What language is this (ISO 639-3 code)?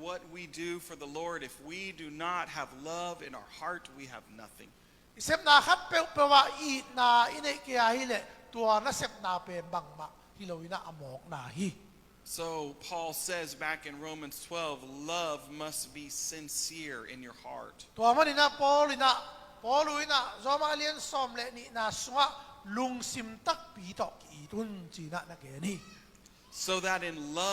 ctd